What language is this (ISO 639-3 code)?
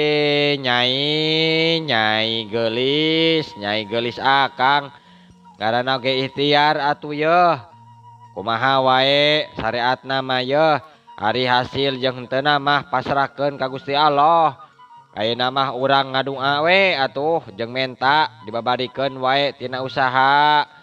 sun